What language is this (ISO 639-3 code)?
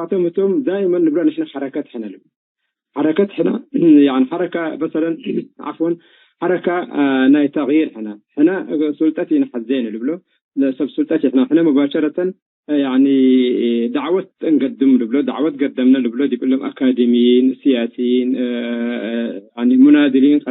tig